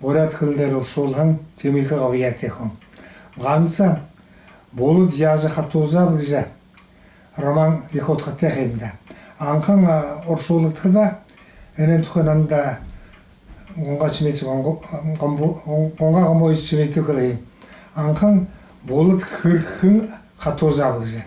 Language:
Buriat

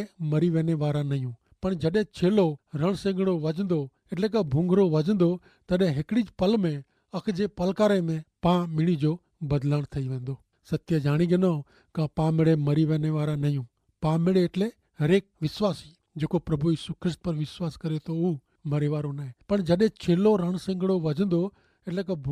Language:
Kachhi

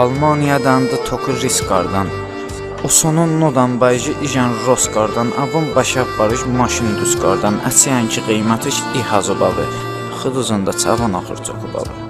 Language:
Talysh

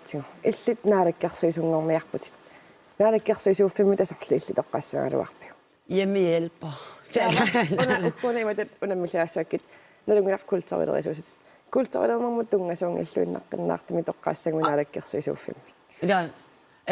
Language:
Kalaallisut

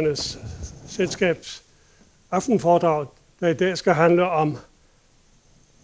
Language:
Danish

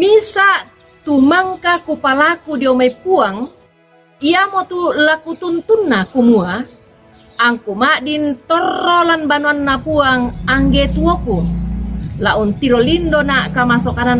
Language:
Toraja-Sa'dan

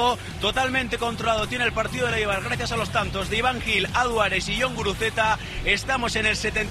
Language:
Spanish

